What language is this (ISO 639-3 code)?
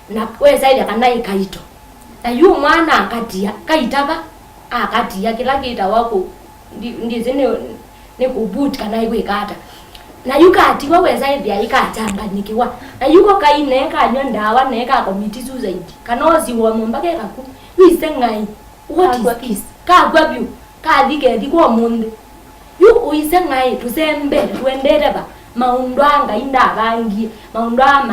kam